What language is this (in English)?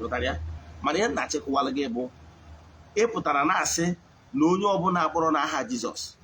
Igbo